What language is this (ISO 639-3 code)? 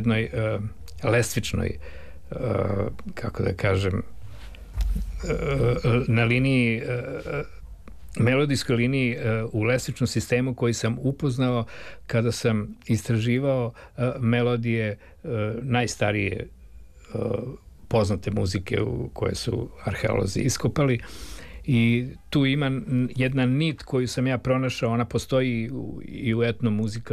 srp